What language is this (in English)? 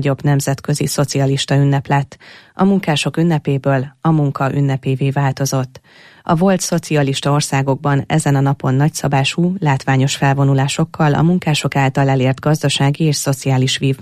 Hungarian